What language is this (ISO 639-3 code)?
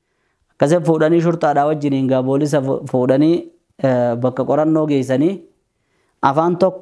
orm